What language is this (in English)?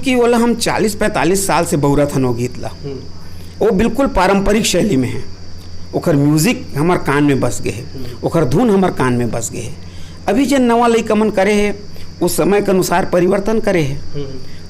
Chhattisgarhi